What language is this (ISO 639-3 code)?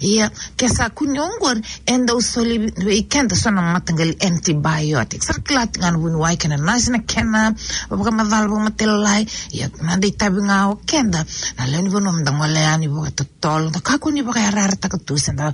fij